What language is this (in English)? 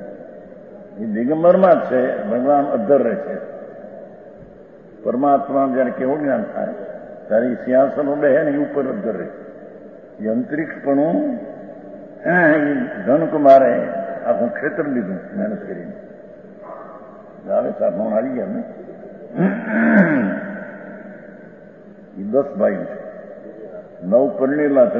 Gujarati